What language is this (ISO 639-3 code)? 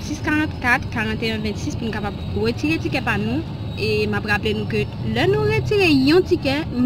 hat